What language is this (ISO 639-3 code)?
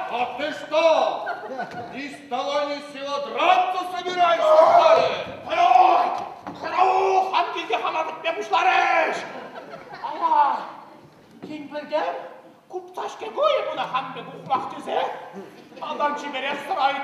chv